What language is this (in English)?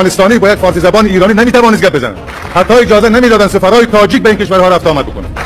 Tajik